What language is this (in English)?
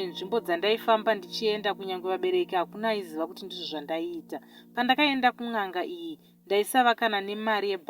Shona